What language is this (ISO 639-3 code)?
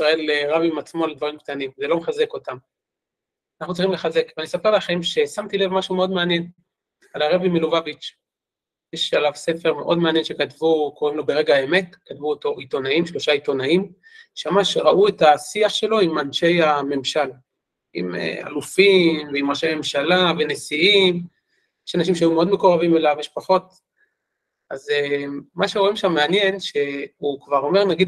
heb